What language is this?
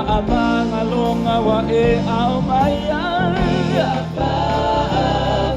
Samoan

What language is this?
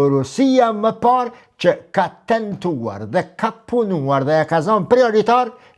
Albanian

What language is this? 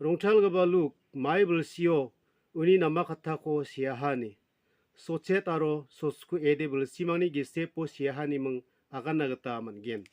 Garo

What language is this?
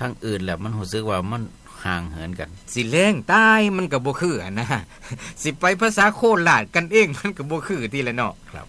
Northeastern Thai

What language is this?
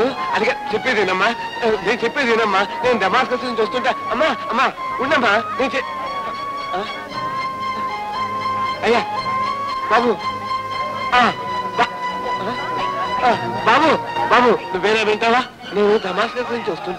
Telugu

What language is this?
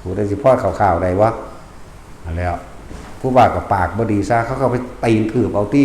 Northeastern Thai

